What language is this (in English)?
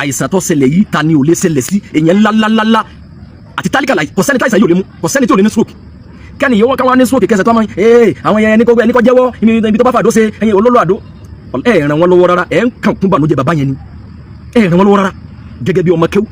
Yoruba